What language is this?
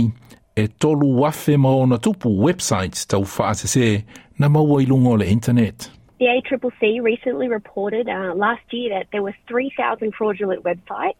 Samoan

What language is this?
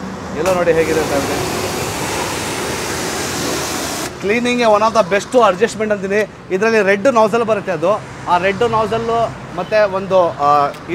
Kannada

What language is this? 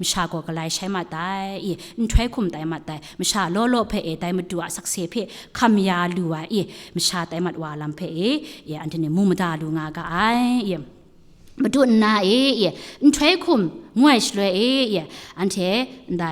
Kachin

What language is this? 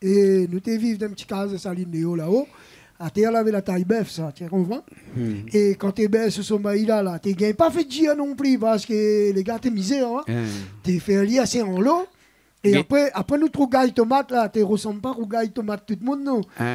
Réunion Creole French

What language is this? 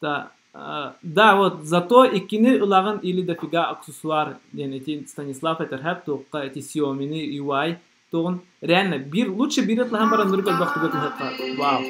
Yakut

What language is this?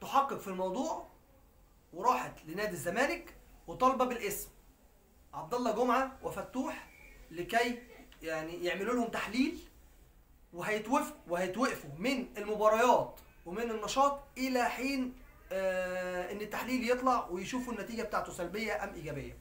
Egyptian Arabic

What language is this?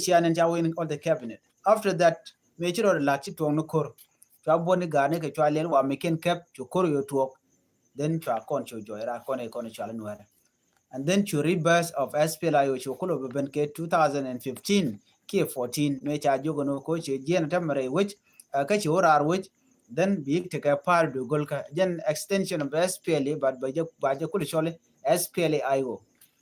Nuer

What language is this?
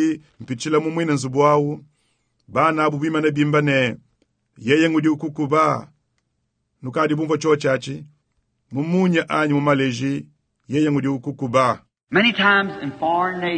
Luba-Lulua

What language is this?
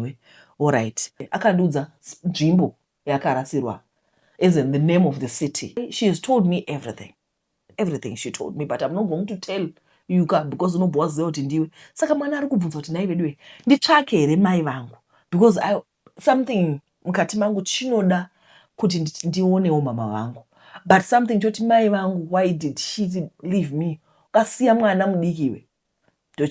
Shona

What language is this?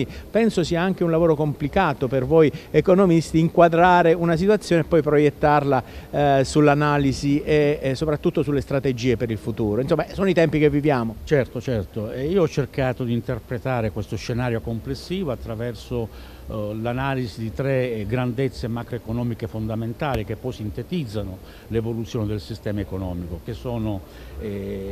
Italian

